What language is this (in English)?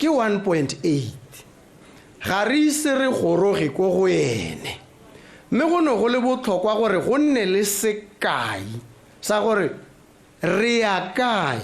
Tswana